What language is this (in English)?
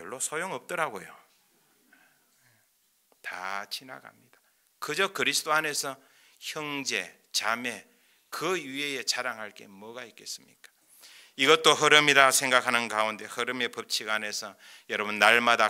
Korean